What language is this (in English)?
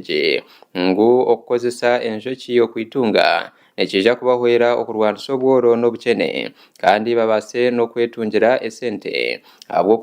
Nyankole